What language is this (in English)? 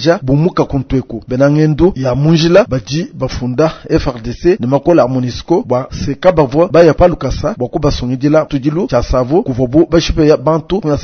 Luba-Lulua